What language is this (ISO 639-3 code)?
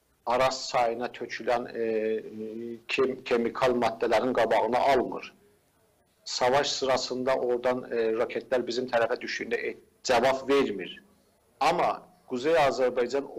azb